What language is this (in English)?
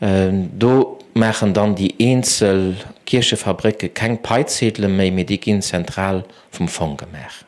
Luxembourgish